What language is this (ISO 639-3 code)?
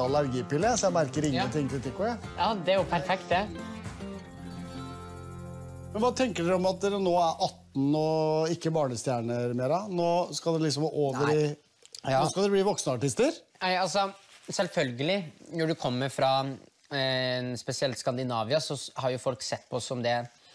nor